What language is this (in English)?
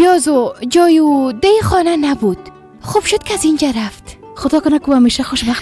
Persian